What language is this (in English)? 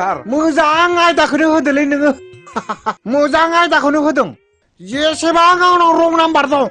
Bodo